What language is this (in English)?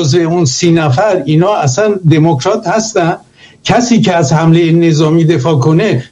Persian